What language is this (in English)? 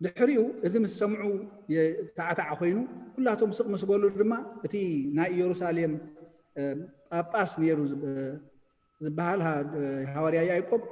Tigrinya